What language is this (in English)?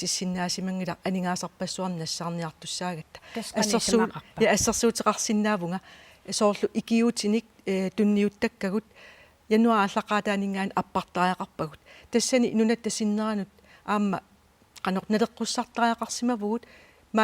Kalaallisut